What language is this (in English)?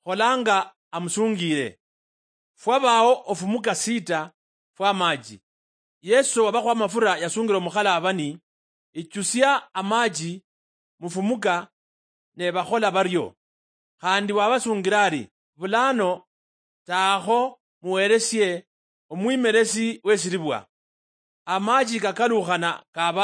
Luyia